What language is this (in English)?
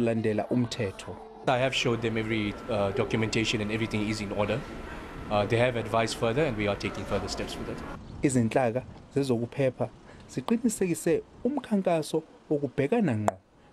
Zulu